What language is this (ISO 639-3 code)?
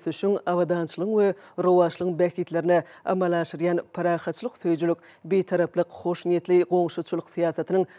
tuk